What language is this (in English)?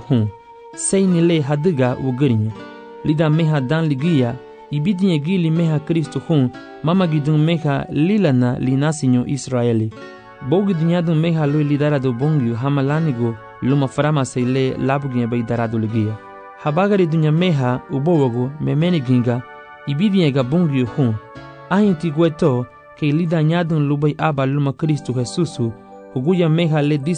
Garifuna